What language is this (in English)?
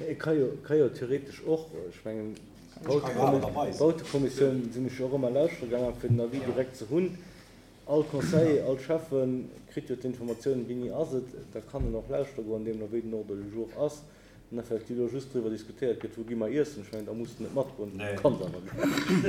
Luxembourgish